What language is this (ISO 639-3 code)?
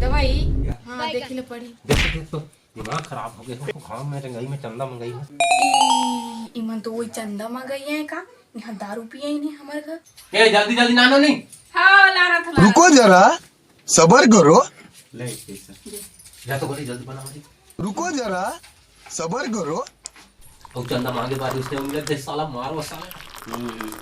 hne